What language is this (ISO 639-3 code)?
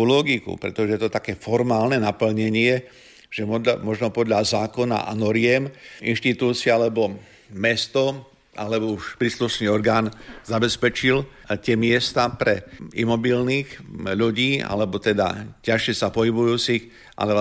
slk